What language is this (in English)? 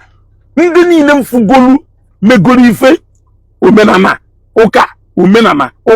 Igbo